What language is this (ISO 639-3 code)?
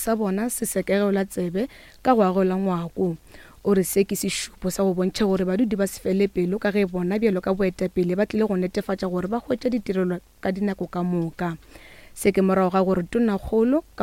nso